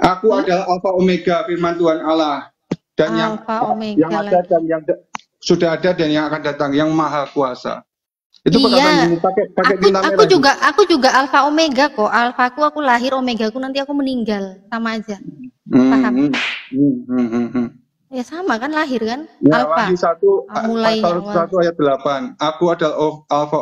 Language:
Indonesian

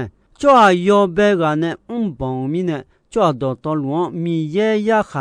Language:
Akha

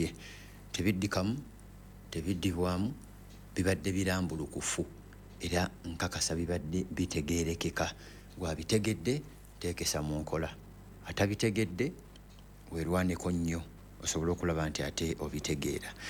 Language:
Ganda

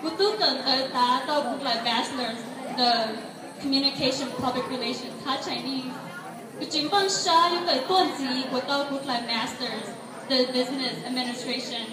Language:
Hmong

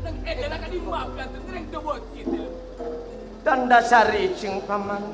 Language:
Madurese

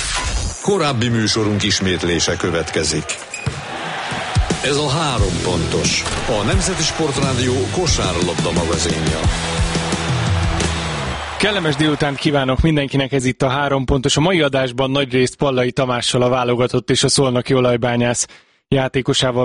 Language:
Hungarian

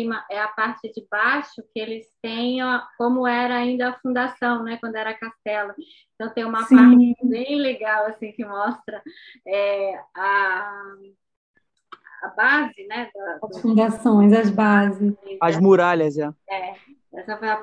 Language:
Portuguese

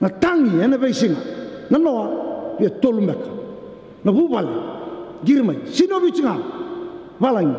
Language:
Fijian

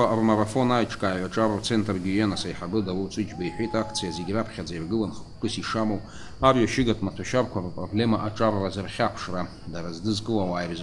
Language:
Abkhazian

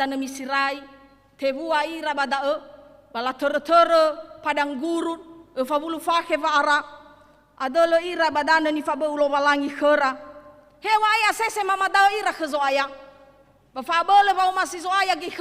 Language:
Nias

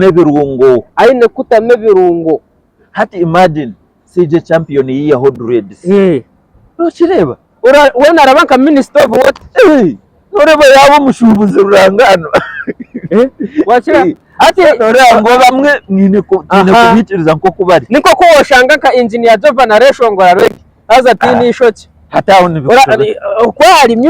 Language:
Nyankole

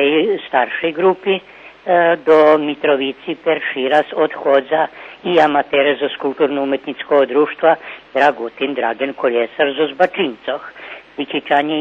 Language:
Rusyn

